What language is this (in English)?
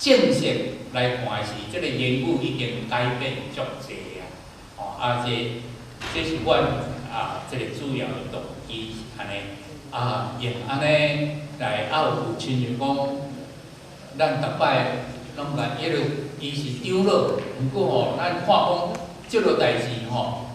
Min Nan Chinese